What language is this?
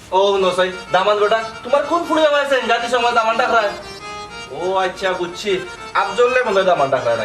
Sylheti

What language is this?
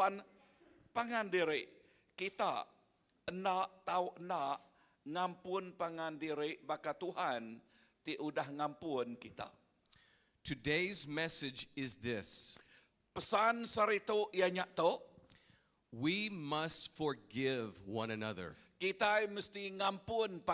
Iban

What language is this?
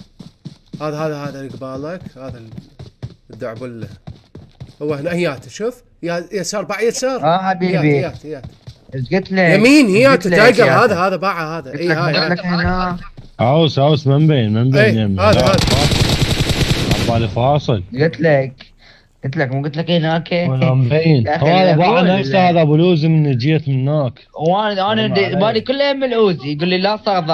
Mesopotamian Arabic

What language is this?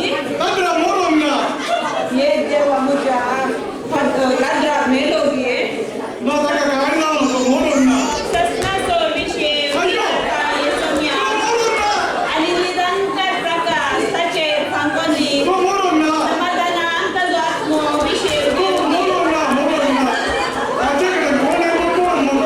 Konkani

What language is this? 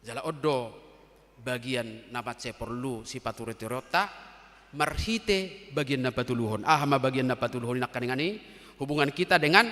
Batak Toba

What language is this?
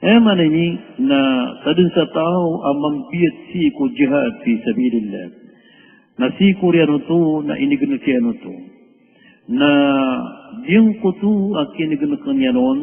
Maranao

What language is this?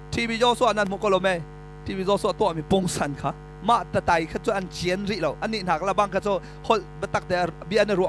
Hakha Chin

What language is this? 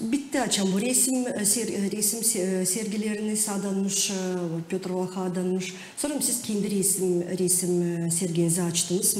Gagauz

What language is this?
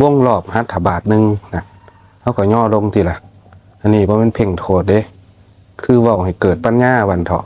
Lao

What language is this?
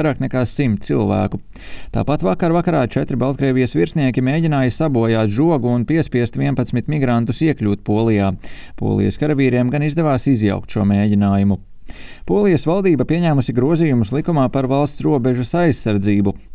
Latvian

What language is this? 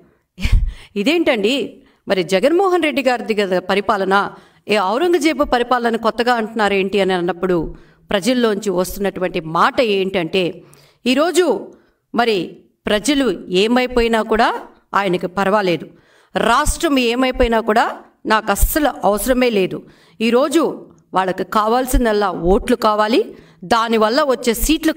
Telugu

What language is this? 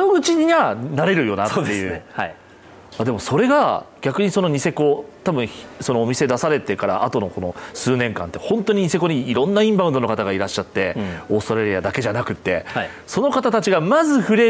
Japanese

